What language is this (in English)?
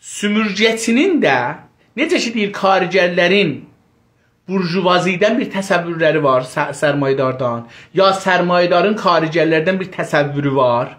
South Azerbaijani